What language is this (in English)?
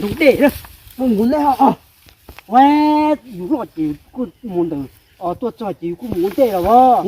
Hmong